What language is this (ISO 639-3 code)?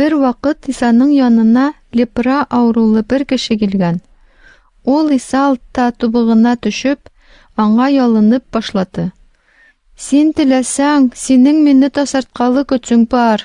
tat